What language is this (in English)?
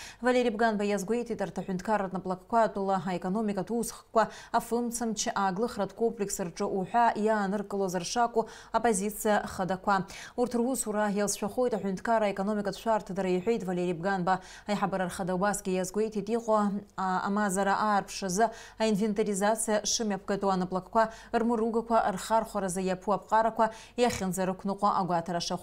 Abkhazian